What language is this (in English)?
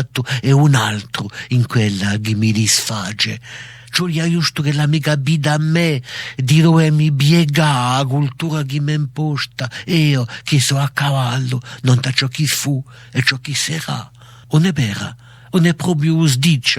Corsican